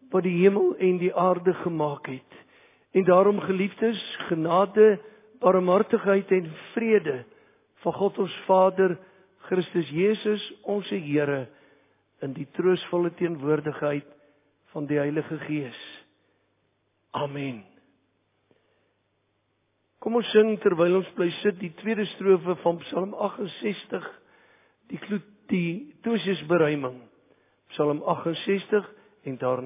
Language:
Afrikaans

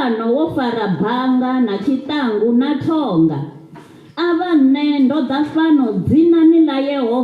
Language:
Venda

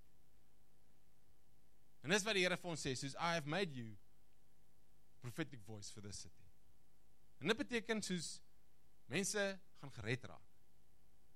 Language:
Afrikaans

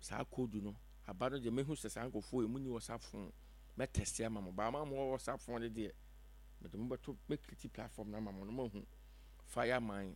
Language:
Akan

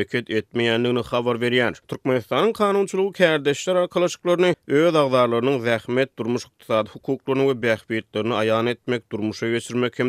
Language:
Turkmen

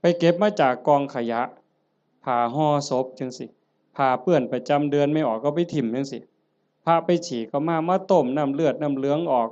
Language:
Northeastern Thai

